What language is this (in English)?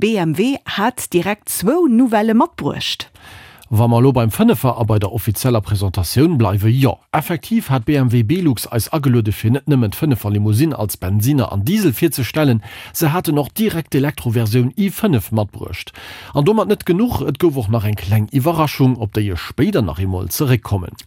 Luxembourgish